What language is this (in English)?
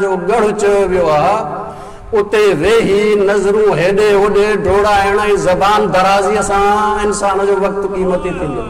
Sindhi